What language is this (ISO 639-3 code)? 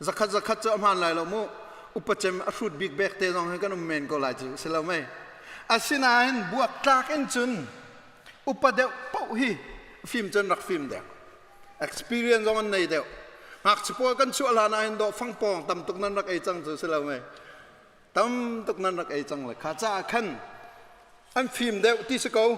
cnh